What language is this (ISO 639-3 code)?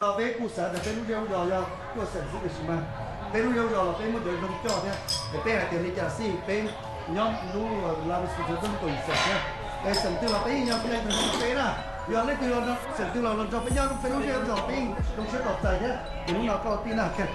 hmn